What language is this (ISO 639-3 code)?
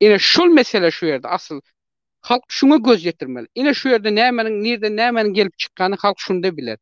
tuk